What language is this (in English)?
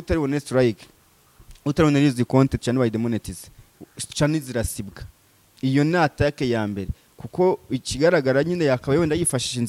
Kinyarwanda